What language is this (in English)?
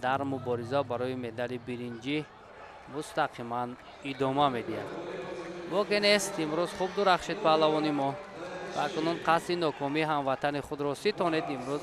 Tajik